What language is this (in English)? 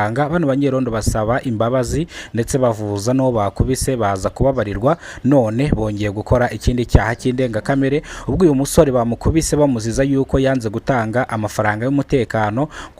Kinyarwanda